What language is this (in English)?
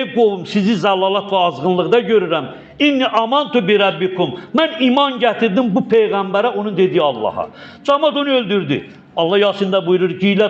Azerbaijani